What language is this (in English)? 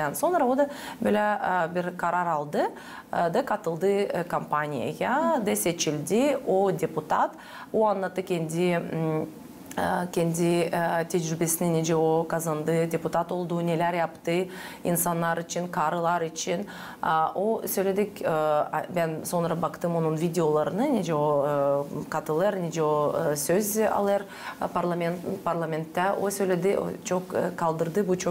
Gagauz